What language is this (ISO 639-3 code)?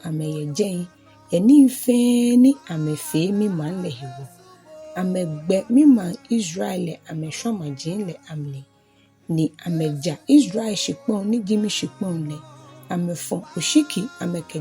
gaa